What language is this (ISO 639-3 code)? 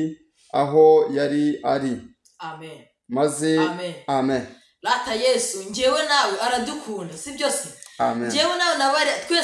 kin